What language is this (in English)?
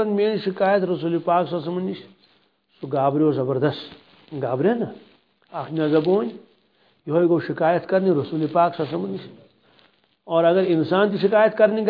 Kashmiri